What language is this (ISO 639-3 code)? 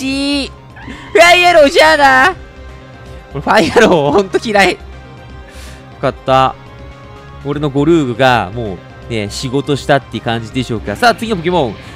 jpn